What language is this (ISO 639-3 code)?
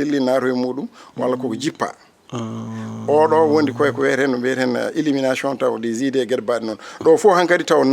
ful